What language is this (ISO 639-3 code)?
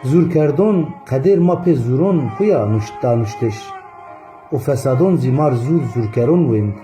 zza